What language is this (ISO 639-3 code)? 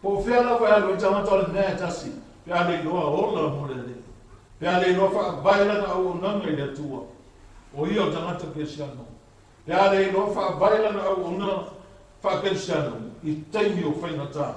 smo